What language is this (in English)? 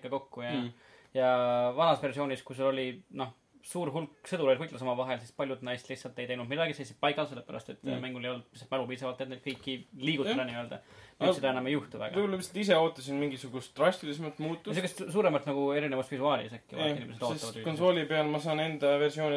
Estonian